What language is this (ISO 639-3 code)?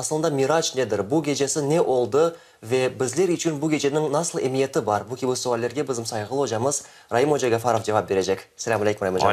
crh